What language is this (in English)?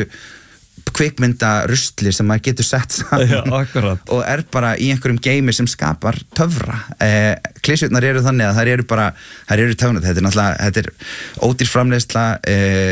Icelandic